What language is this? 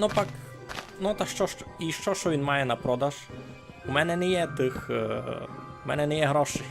Rusyn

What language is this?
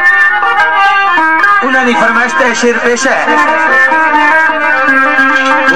Urdu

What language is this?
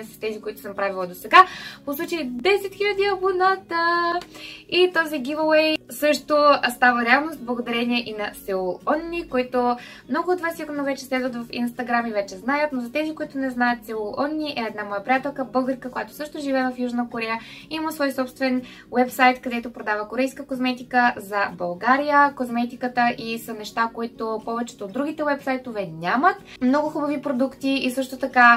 Bulgarian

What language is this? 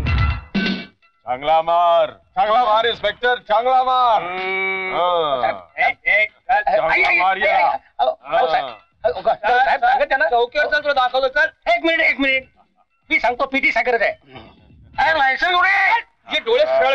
Marathi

